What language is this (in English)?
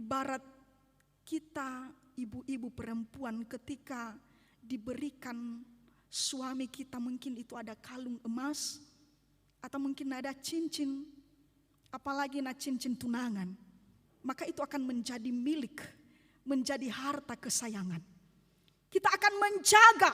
Nias